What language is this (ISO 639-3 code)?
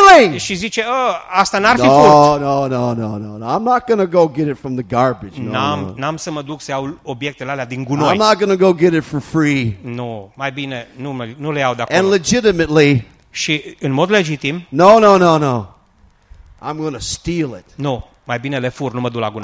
ron